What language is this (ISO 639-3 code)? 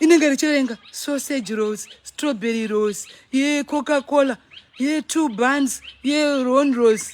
sna